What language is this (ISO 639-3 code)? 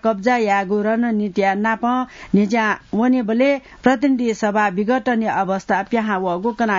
new